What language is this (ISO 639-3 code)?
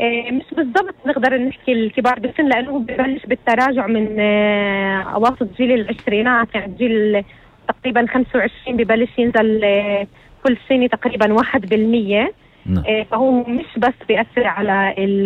apc